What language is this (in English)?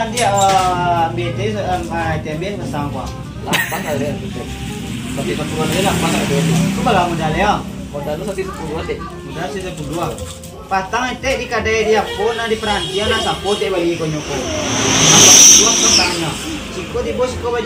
Minangkabau